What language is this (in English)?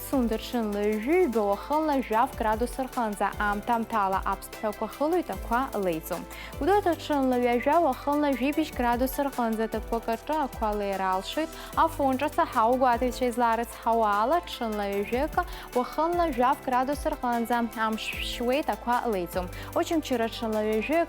Abkhazian